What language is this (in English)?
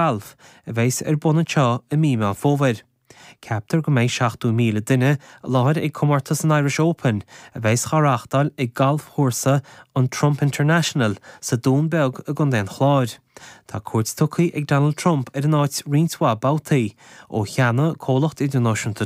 Irish